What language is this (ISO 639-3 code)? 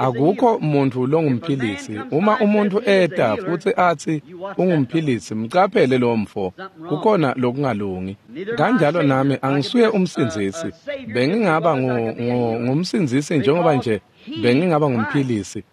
ssw